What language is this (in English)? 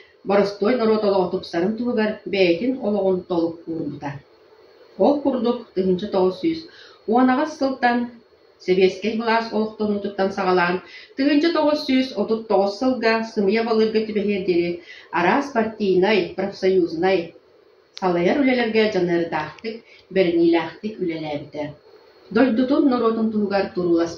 Yakut